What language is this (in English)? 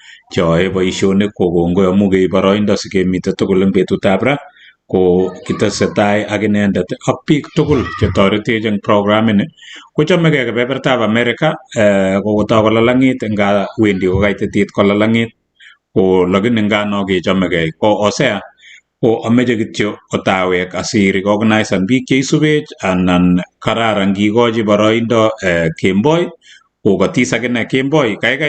Kalenjin